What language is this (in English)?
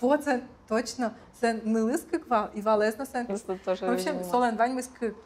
Udmurt